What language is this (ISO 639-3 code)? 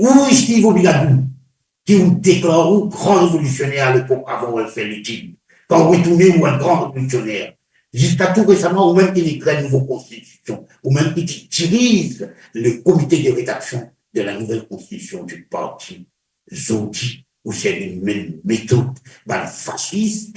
mfe